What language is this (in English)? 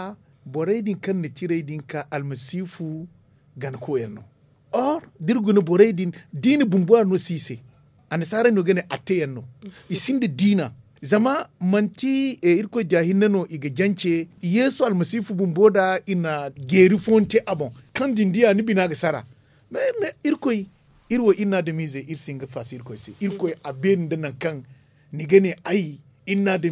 Zarma